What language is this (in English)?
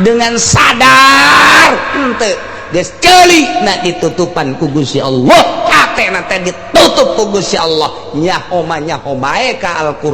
Sundanese